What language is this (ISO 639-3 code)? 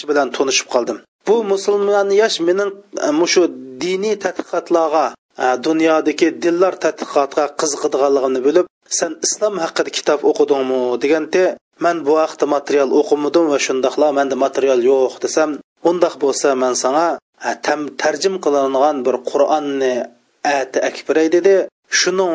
uig